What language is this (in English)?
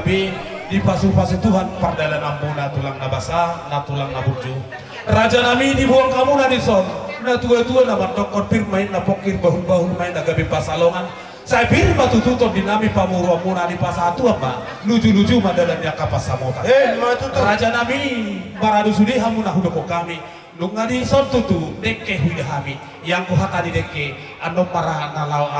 Batak Toba